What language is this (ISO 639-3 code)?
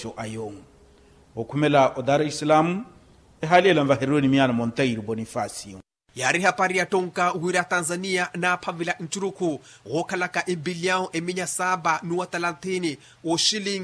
vmw